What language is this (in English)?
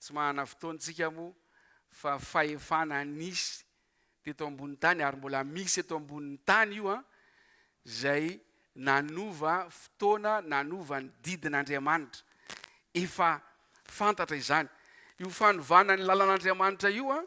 Malagasy